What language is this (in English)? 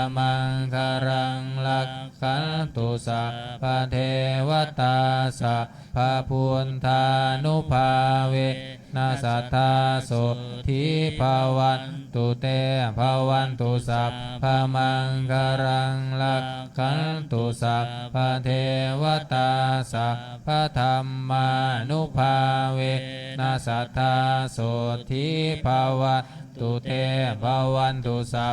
Pali